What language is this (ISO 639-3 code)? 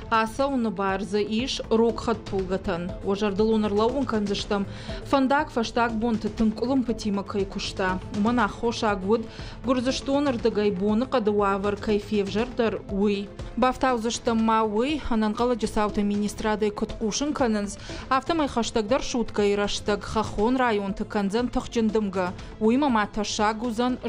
oss